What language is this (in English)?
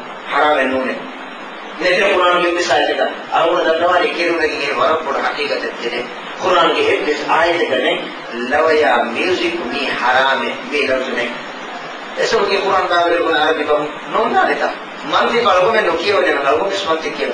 Divehi